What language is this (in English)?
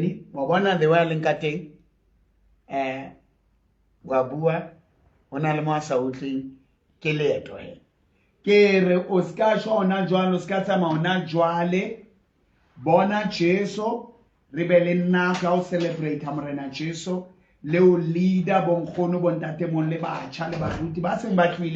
Southern Sotho